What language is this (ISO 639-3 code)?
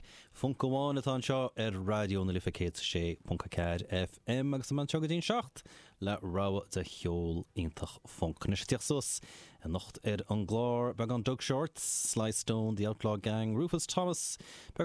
gle